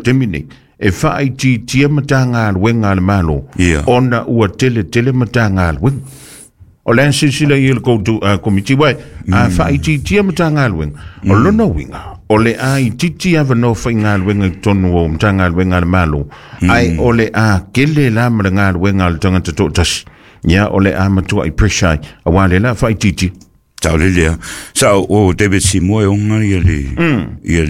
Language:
Samoan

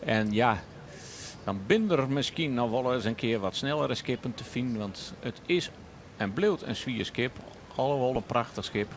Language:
Western Frisian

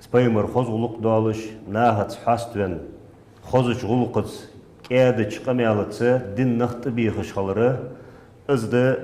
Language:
Ingush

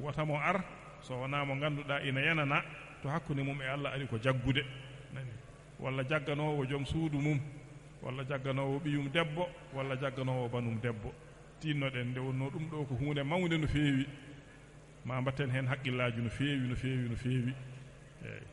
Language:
Fula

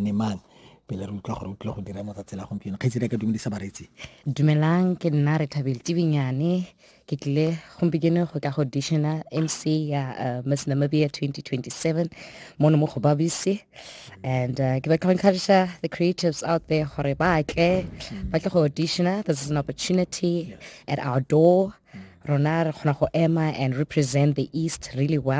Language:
Tswana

